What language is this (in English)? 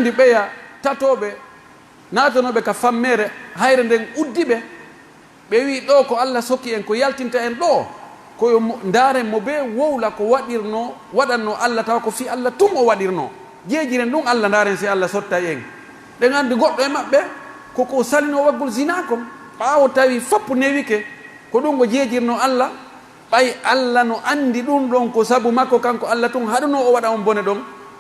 Pular